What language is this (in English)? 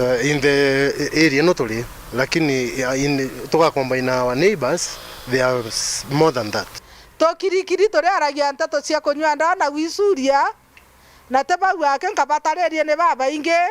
Meru